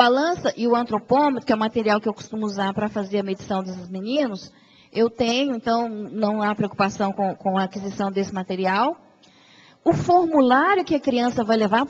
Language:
Portuguese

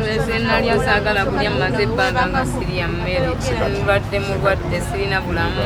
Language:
Ganda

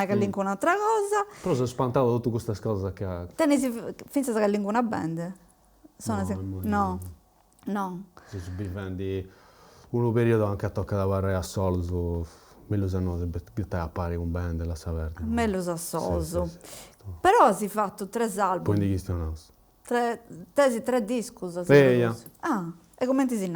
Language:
Sardinian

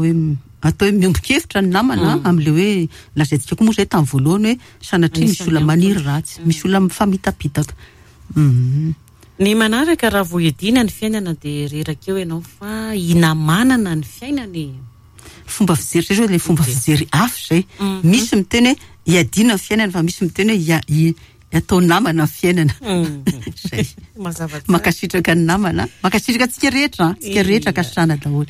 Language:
Malagasy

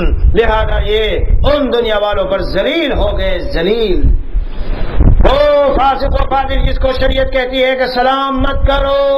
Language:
Urdu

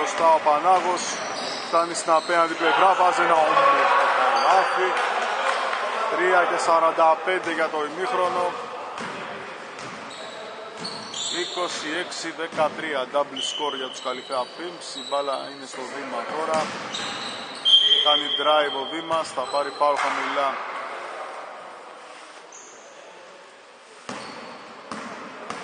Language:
Greek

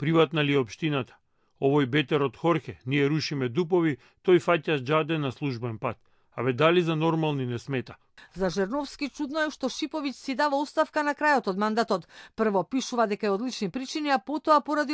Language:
Macedonian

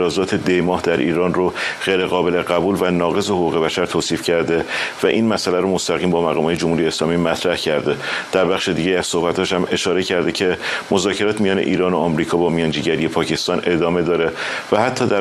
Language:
Persian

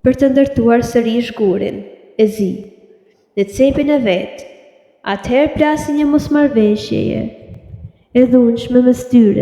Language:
Albanian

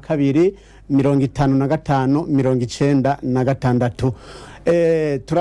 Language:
Rundi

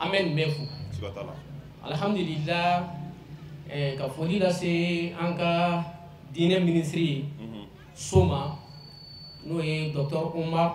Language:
Bambara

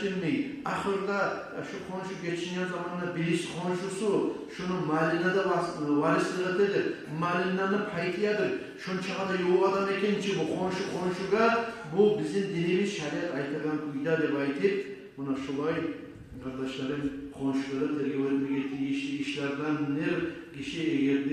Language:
Kumyk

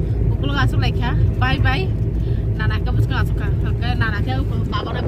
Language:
Kok Borok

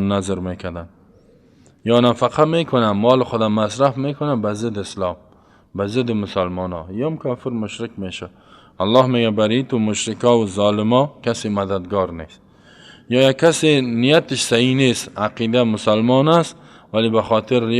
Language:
Persian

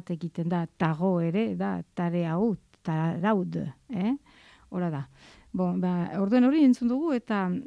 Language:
Basque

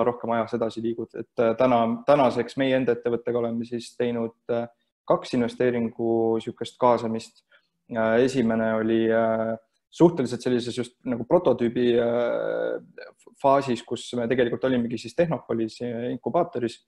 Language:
Estonian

